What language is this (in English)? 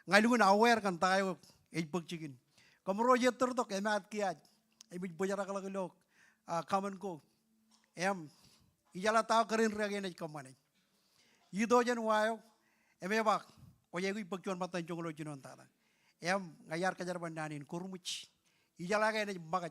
Marshallese